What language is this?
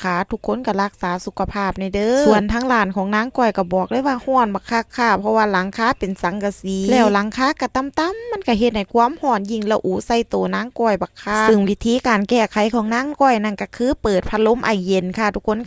Northeastern Thai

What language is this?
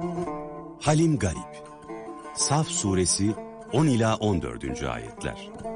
Turkish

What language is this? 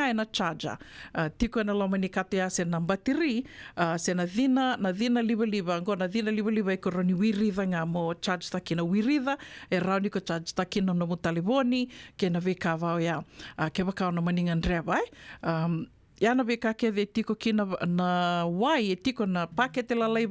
Fijian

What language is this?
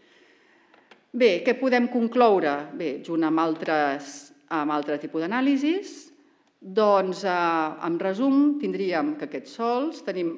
Catalan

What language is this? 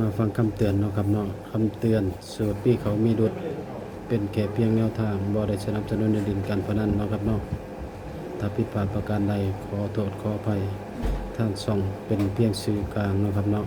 Northeastern Thai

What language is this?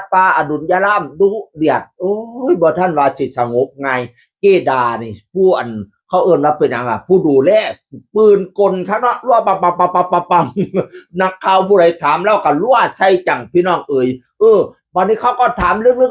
Northeastern Thai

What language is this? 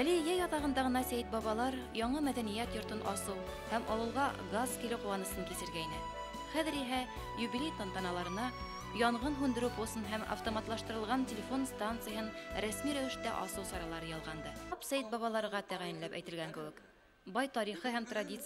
Bashkir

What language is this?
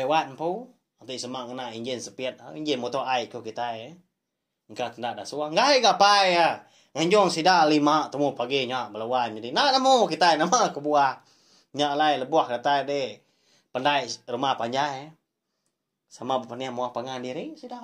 Iban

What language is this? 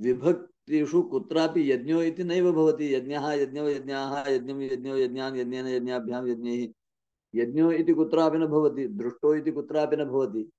Sanskrit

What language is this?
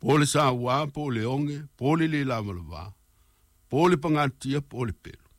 Samoan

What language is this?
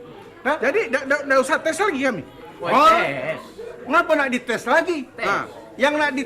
Musi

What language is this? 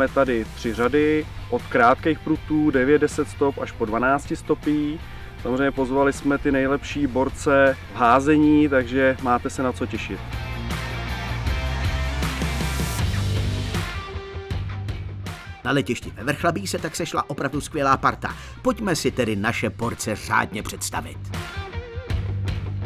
Czech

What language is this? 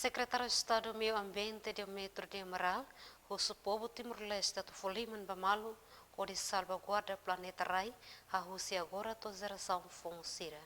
Tetum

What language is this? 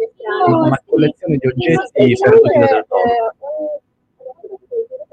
Italian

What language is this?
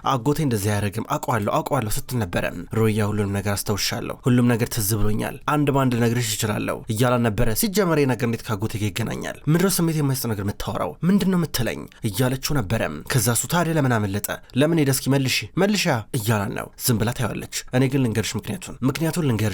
Amharic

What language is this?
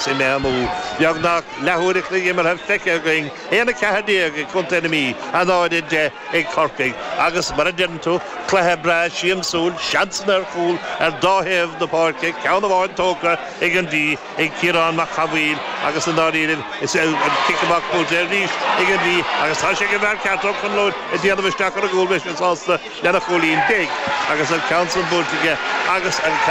Irish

